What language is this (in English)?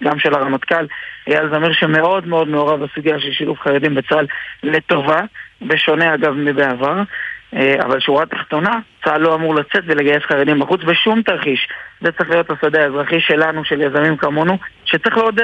Hebrew